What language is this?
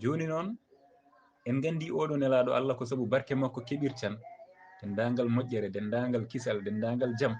Fula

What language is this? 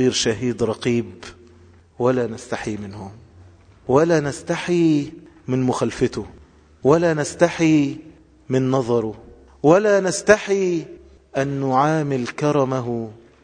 Arabic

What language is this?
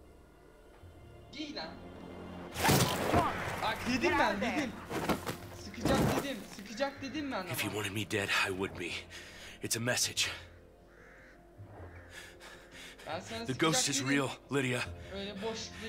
Turkish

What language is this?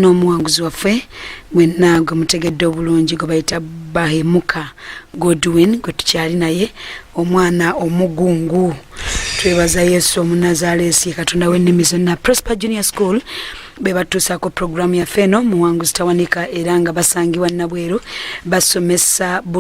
Ganda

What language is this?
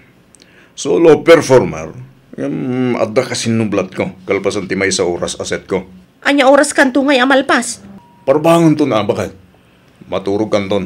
Iloko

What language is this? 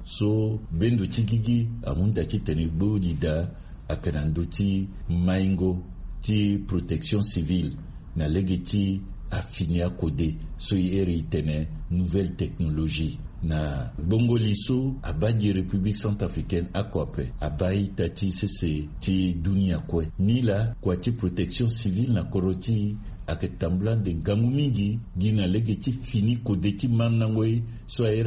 Sango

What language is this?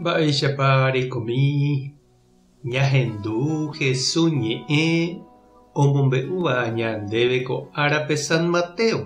Guarani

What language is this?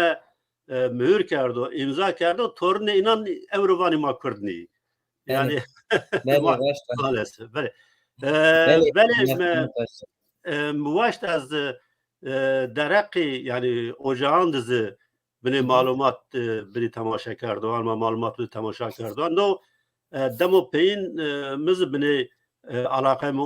Zaza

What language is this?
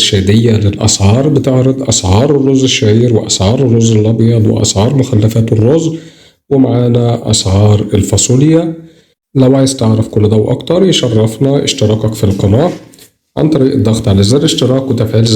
Egyptian Arabic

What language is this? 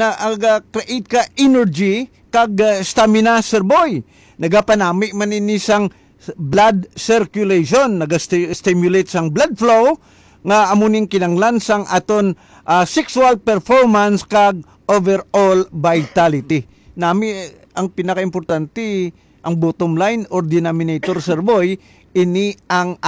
Hiligaynon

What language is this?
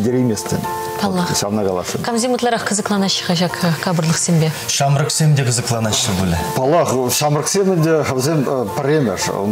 Chuvash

